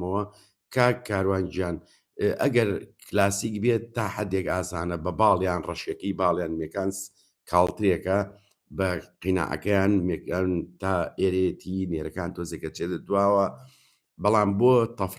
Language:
Central Kurdish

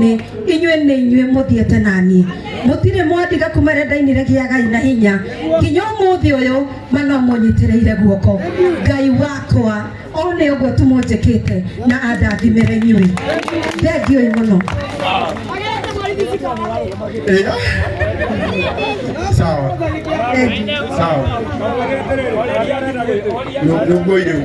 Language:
Kikuyu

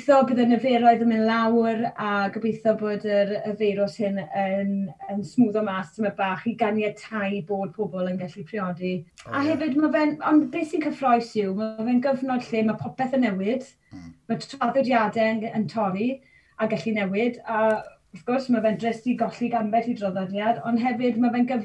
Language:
Welsh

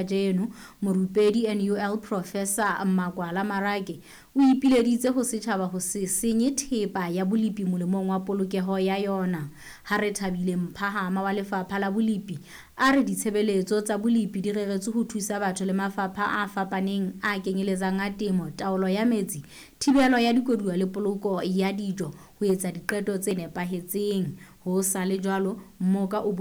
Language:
Southern Sotho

